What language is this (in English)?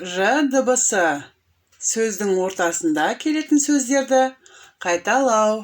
Kazakh